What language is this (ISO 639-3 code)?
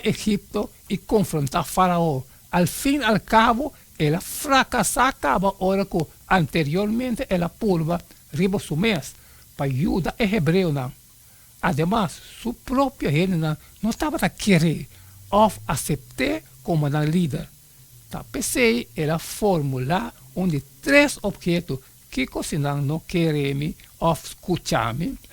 pap